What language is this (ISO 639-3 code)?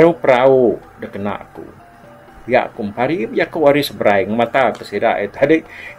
iba